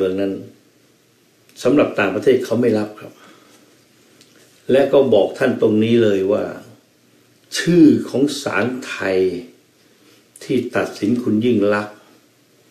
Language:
Thai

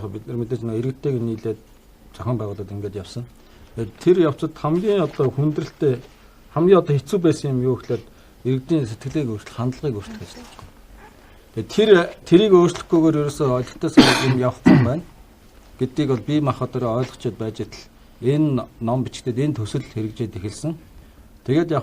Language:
Mongolian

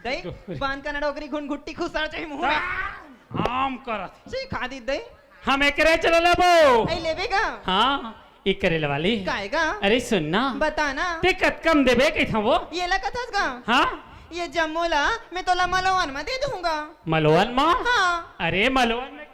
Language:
Chhattisgarhi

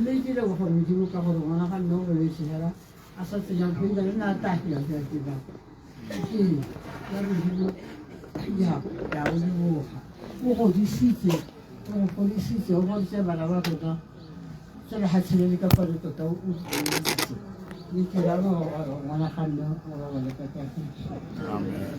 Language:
Tswana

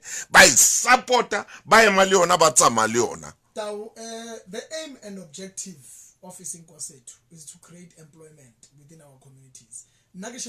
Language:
Southern Sotho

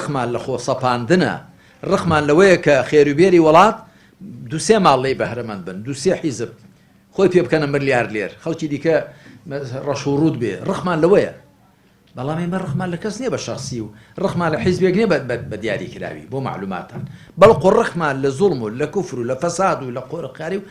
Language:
Central Kurdish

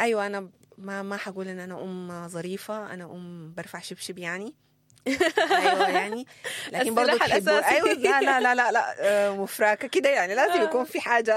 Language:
Sudanese Arabic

